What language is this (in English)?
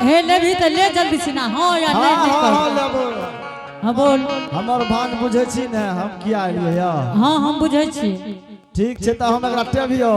Angika